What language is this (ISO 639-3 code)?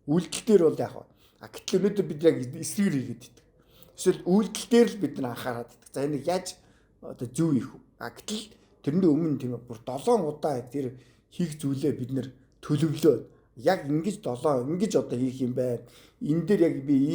mon